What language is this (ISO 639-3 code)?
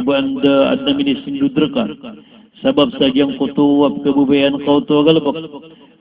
mrw